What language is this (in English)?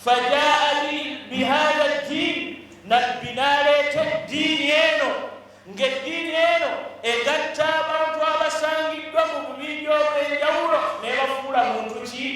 Ganda